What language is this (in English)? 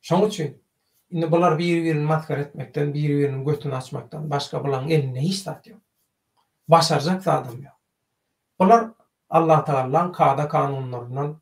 Turkmen